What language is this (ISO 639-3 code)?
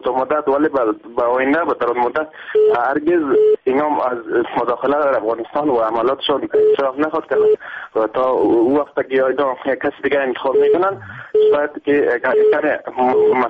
fas